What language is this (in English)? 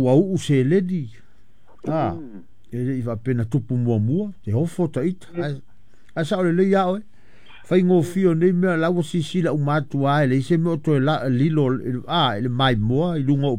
Samoan